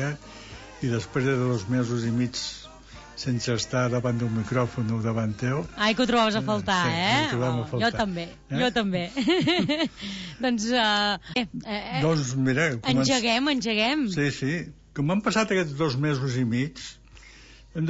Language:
Catalan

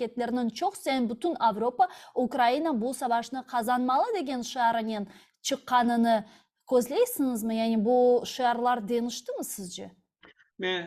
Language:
Crimean Tatar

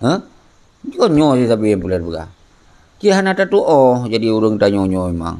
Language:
Achinese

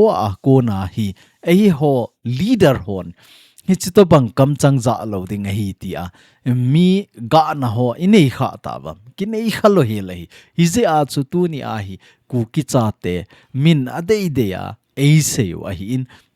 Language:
Thado Chin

